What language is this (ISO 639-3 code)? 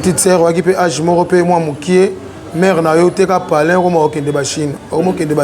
lin